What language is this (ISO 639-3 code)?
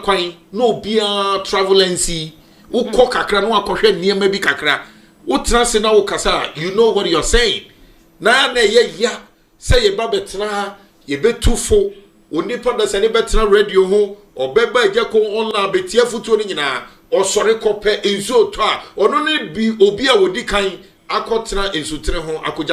aka